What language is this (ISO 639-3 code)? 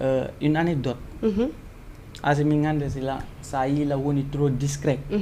ful